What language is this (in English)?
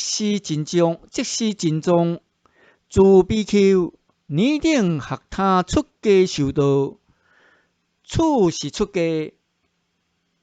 Min Nan Chinese